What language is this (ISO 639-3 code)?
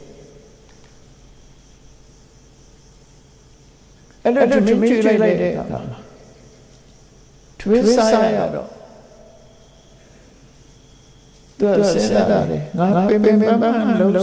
mya